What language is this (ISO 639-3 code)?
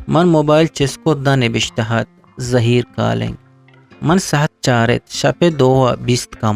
bgp